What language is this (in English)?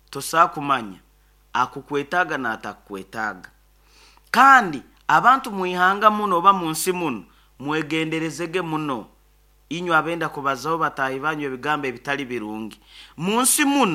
Nyoro